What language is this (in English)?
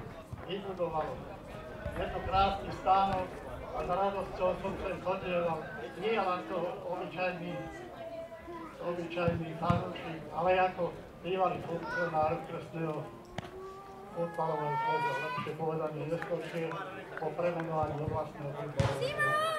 Slovak